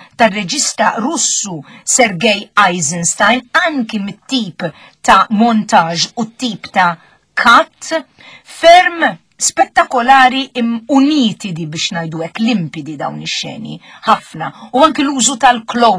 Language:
Maltese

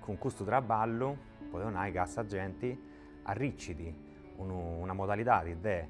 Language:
Sardinian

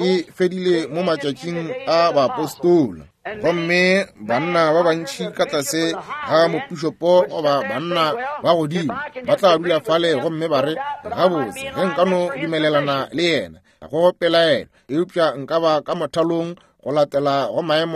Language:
Northern Sotho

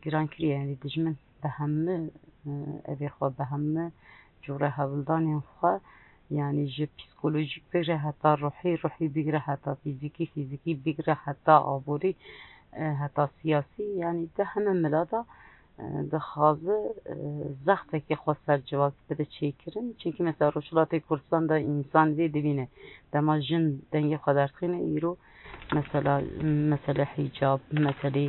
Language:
Kurdish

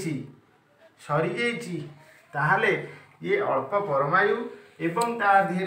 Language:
Odia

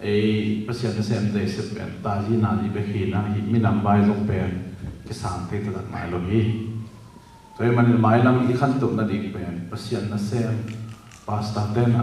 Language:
Tedim Chin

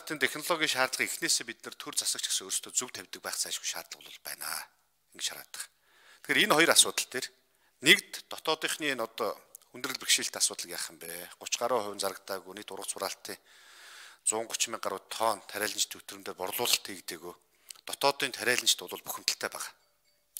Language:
Mongolian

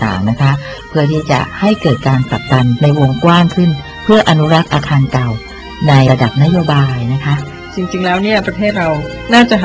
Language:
Thai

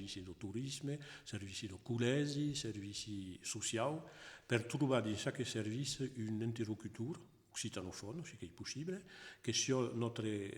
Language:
Occitan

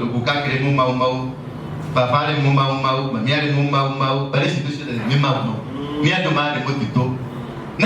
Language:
Kikuyu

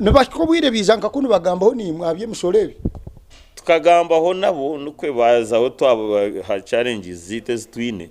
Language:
Nyankole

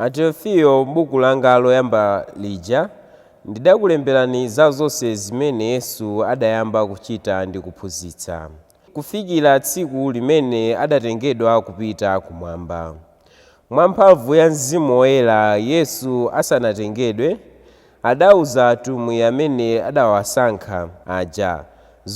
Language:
Nyanja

